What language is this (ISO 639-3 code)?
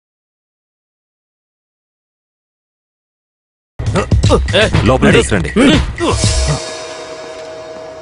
tel